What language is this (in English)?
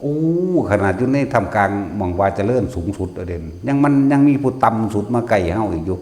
Northeastern Thai